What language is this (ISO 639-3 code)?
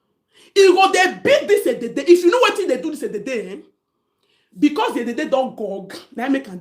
pcm